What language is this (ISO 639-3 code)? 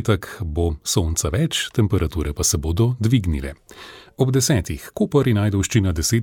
slv